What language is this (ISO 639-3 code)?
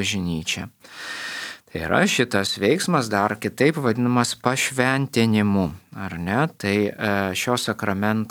lit